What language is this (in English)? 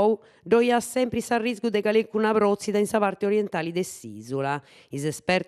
Sardinian